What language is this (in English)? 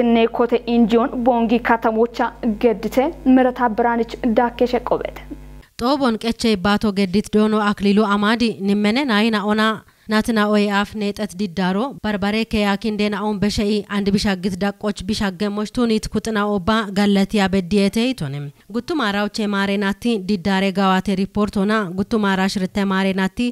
Kafa